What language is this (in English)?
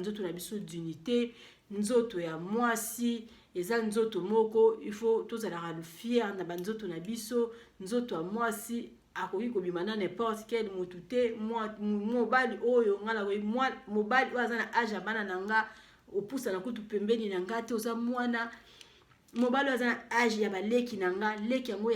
Lingala